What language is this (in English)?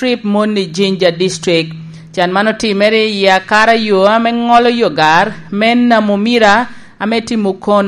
Lango (Uganda)